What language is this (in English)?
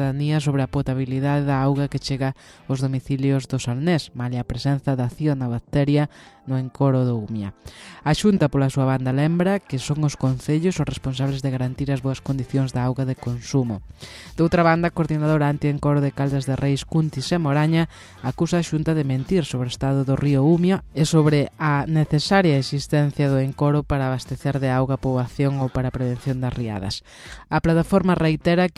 Galician